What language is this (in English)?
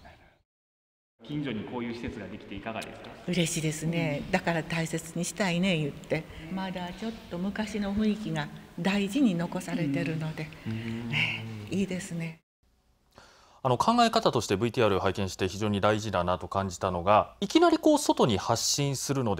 Japanese